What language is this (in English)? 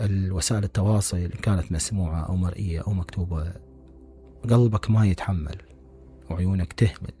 Mesopotamian Arabic